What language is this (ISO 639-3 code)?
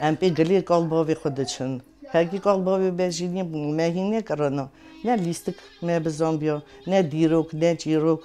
kur